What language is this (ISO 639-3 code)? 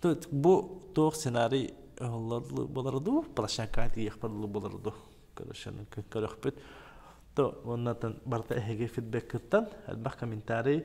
sah